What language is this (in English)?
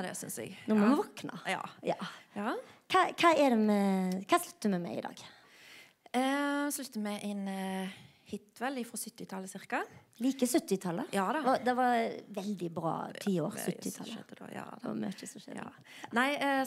Norwegian